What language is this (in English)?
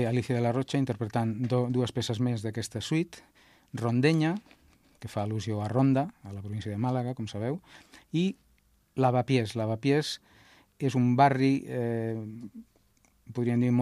Catalan